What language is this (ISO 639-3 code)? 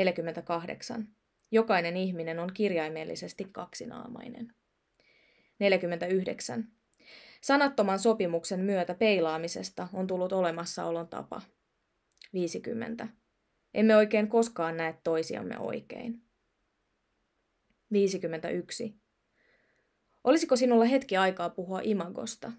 fin